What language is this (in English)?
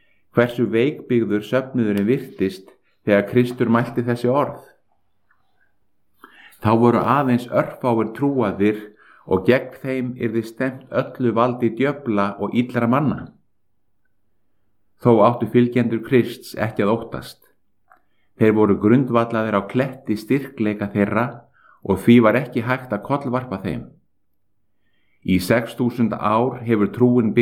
Icelandic